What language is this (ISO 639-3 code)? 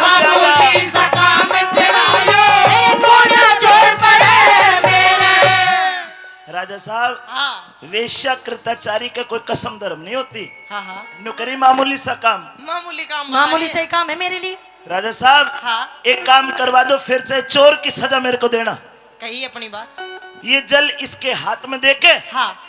bgc